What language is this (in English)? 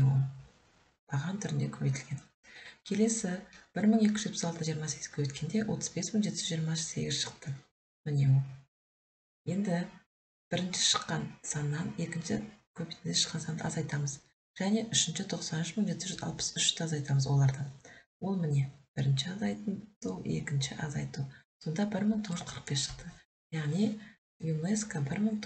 Kazakh